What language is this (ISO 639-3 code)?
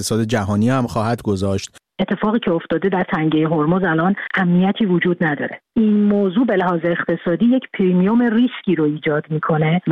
fas